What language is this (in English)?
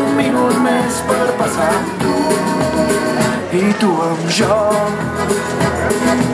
Catalan